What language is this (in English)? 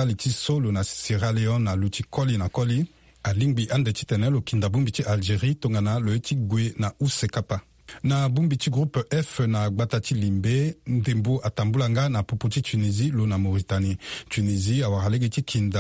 Sango